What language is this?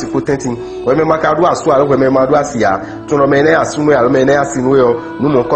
Fon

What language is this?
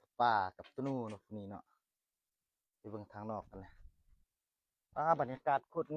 Lao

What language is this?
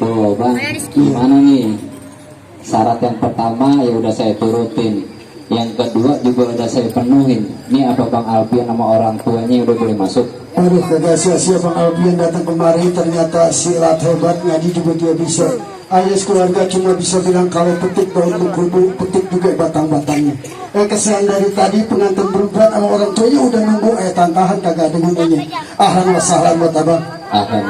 Betawi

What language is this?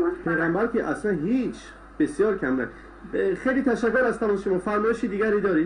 Persian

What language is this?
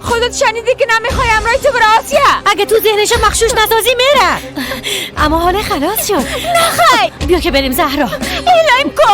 Persian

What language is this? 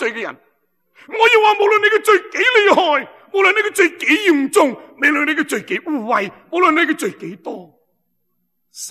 Cantonese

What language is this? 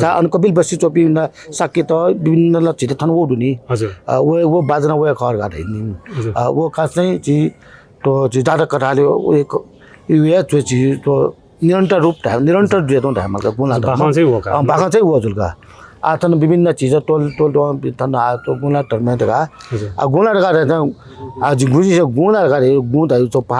Newari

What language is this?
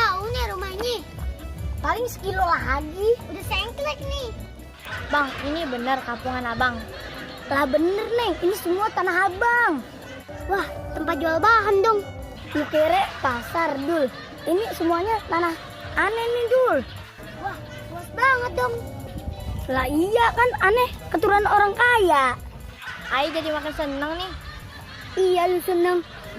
Betawi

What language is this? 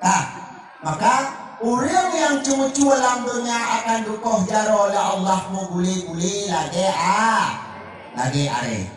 Achinese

